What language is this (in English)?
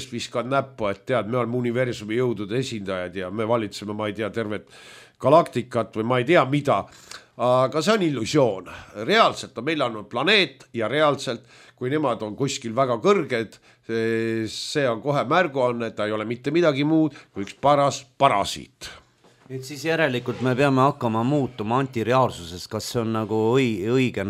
Estonian